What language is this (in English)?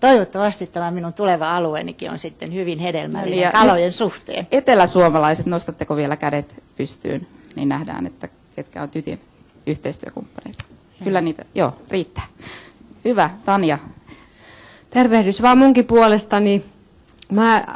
Finnish